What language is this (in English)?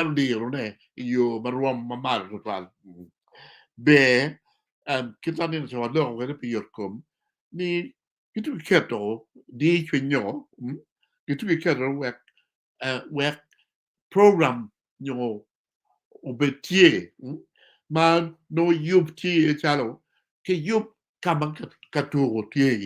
Acoli